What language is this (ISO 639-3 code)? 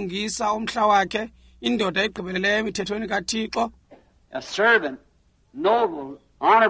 xho